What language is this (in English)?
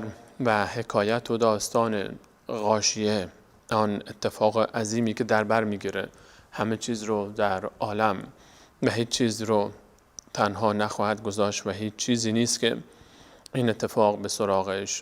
Persian